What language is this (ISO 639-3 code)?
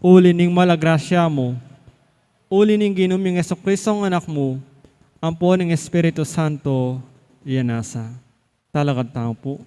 pam